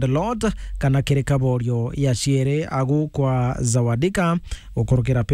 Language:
Meru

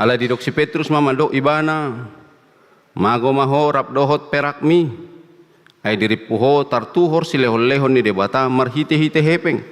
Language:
Batak Toba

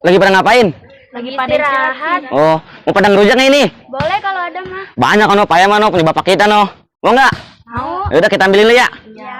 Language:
Betawi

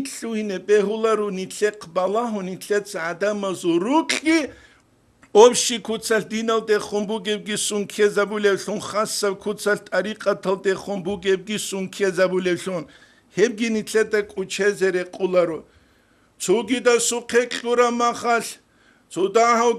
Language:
Avaric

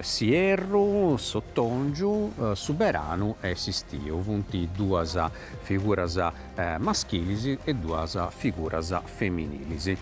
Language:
Sardinian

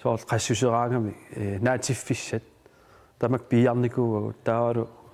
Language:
Kalaallisut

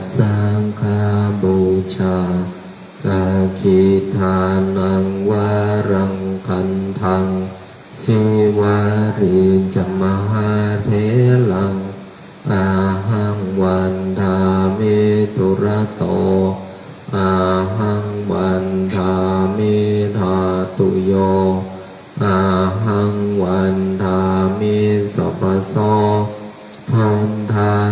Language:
Pali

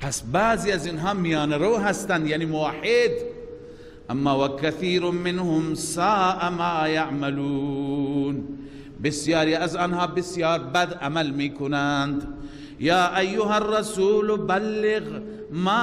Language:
Persian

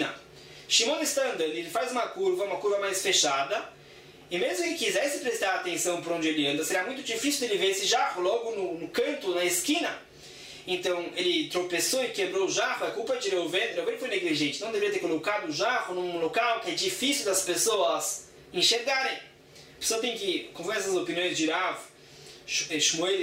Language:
Portuguese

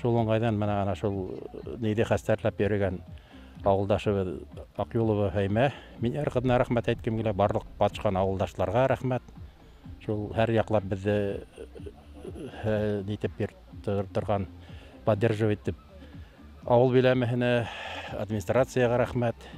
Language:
Bashkir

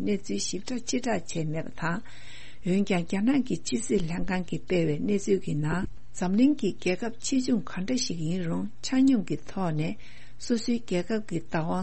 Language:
Tibetan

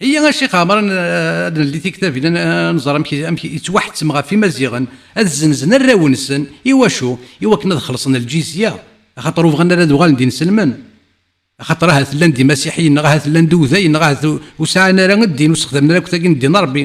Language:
Kabyle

